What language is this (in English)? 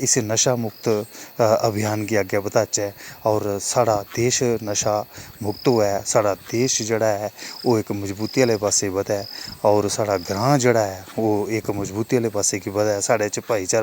Dogri